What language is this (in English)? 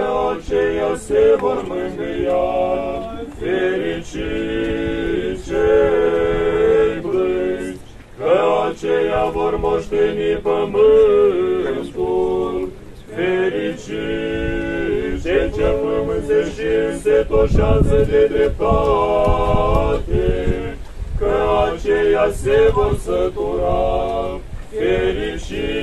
Romanian